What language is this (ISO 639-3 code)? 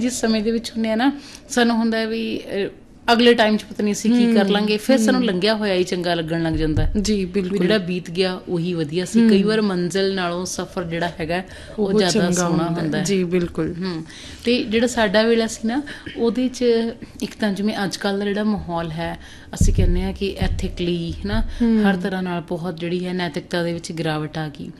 pan